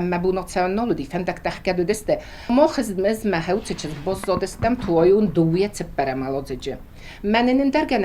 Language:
Ossetic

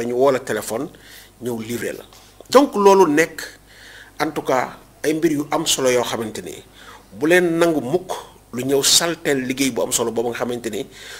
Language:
Wolof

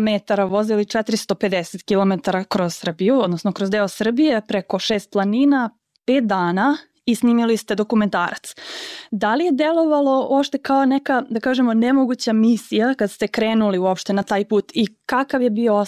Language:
Serbian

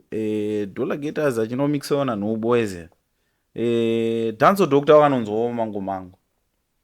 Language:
Shona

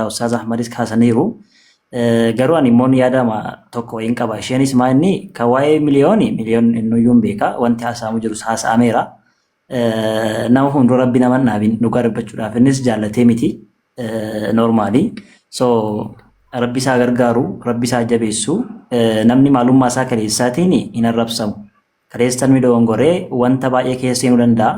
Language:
Oromo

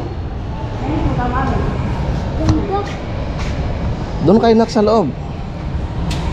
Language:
Filipino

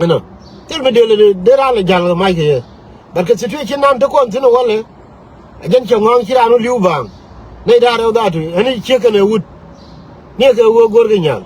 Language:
Nuer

